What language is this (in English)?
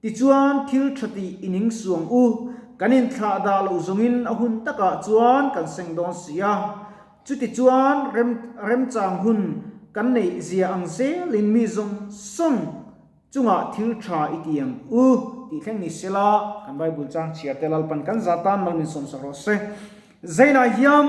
Mizo